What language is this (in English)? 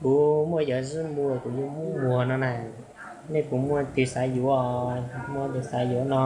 Hmong